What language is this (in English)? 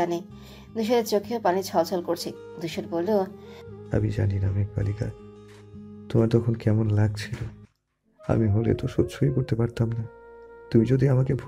Bangla